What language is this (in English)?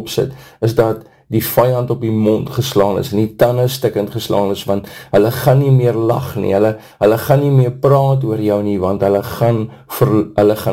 Afrikaans